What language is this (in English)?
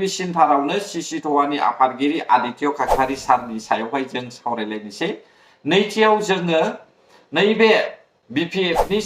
Bodo